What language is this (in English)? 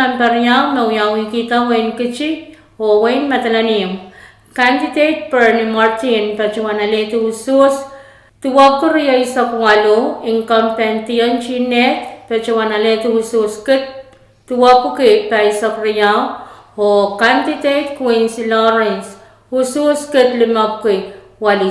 Pohnpeian